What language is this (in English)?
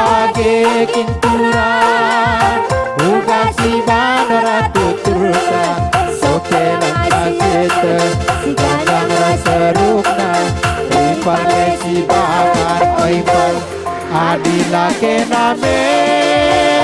Batak Karo